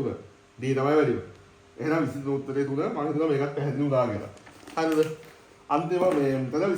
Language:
Sinhala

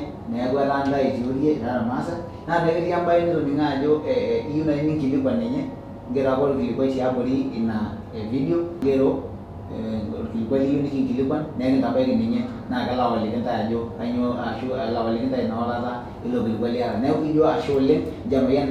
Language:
Masai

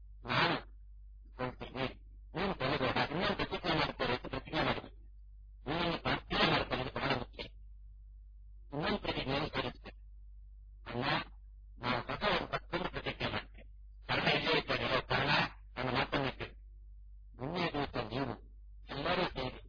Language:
Kannada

